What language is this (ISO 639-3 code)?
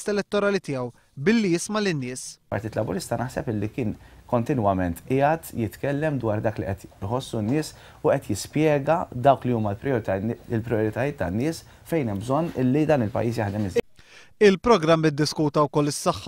mlt